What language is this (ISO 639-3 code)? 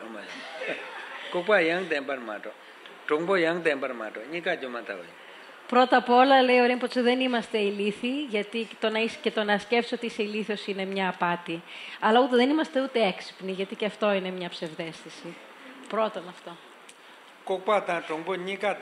ell